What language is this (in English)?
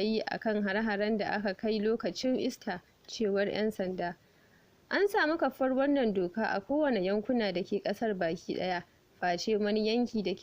Hausa